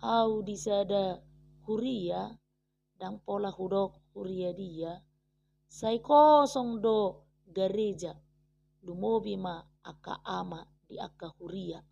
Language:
Batak Toba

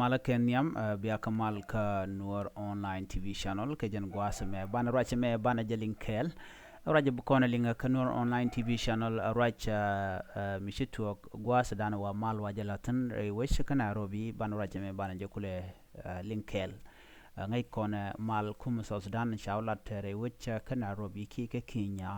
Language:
Nuer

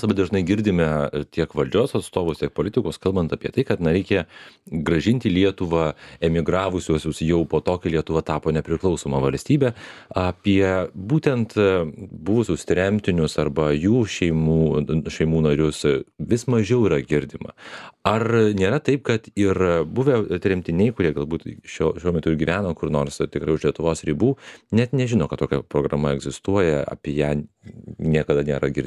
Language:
Lithuanian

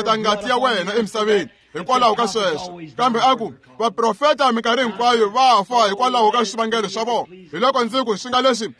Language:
Tsonga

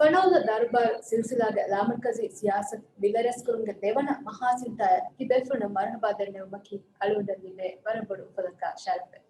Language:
Divehi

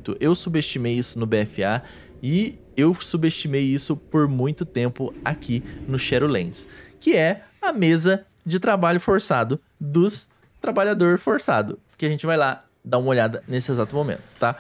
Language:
Portuguese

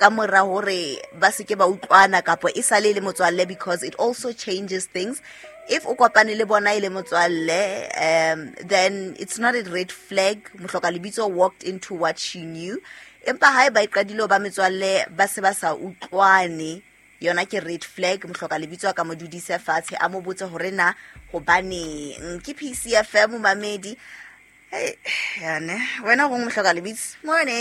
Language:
Southern Sotho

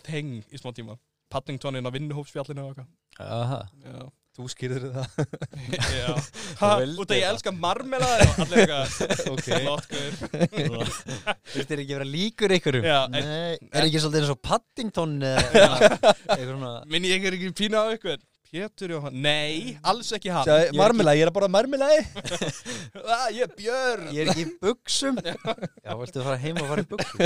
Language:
Icelandic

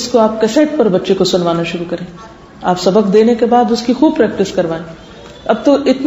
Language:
Urdu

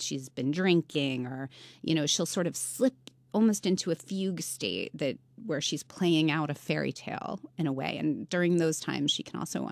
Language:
English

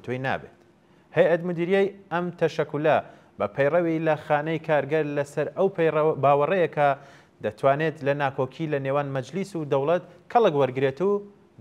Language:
Central Kurdish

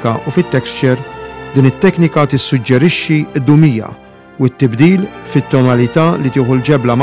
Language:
Maltese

